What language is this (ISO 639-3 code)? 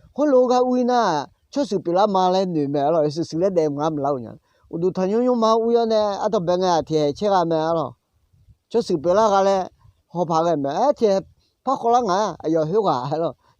ahk